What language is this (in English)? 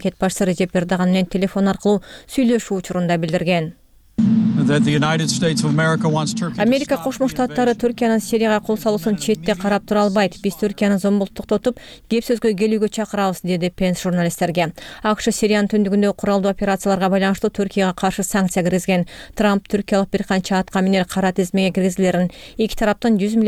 Kyrgyz